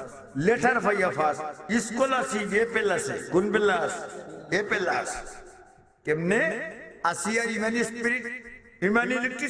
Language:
Sylheti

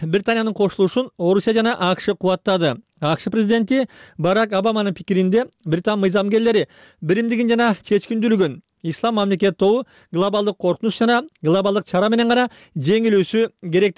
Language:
Kyrgyz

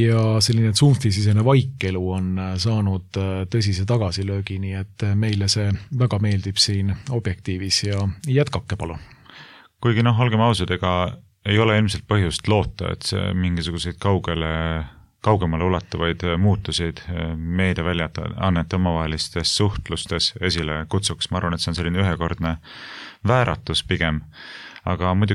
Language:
Estonian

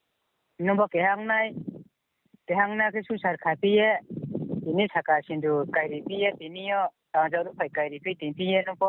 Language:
Riang (India)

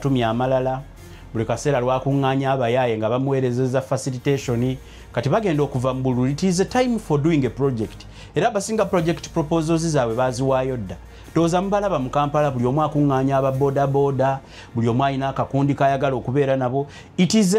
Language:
Ganda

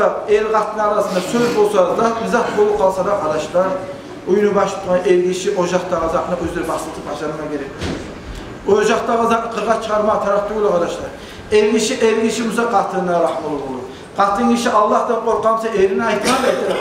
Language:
Kumyk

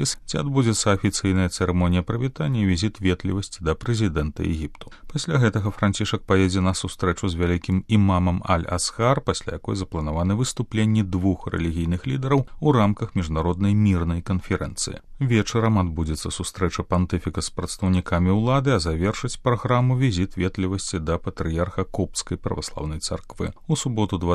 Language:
Belarusian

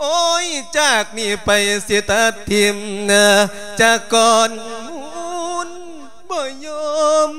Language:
Lao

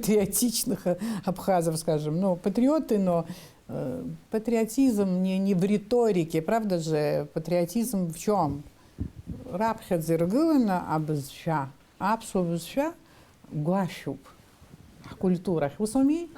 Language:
Abkhazian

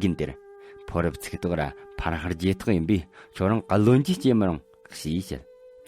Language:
Tibetan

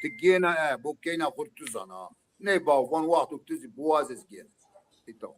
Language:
Zaza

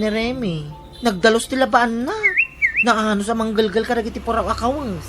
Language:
Iloko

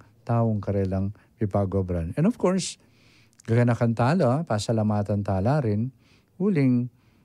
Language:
Pampanga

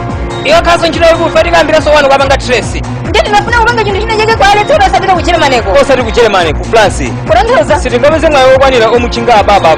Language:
Nyanja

